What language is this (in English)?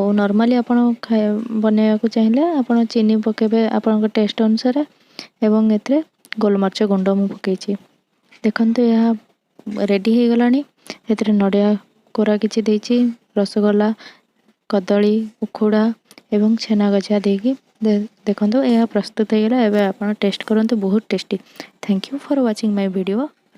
Odia